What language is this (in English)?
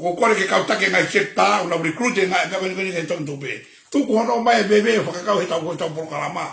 Tongan